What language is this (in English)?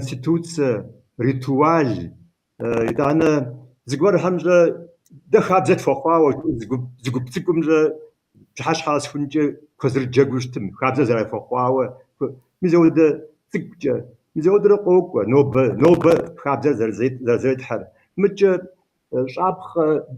Kabardian